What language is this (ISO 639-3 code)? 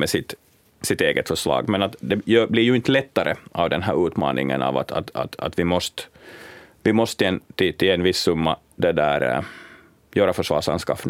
swe